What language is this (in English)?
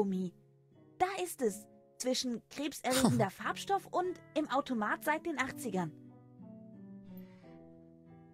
German